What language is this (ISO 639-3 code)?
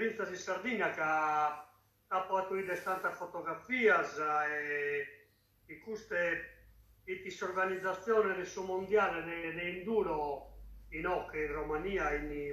srd